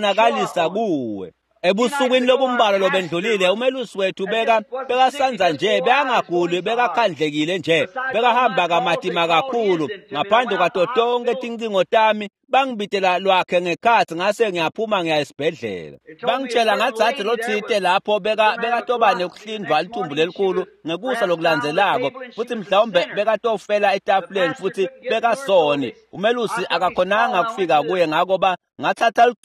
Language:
Swati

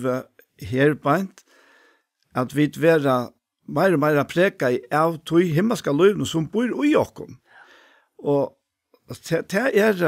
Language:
Faroese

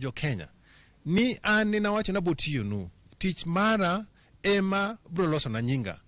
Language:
Luo (Kenya and Tanzania)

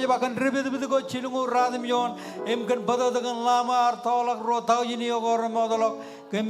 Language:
Marshallese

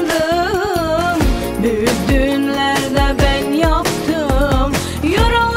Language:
Turkish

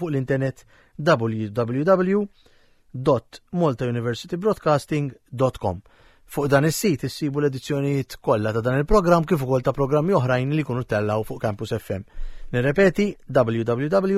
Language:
Maltese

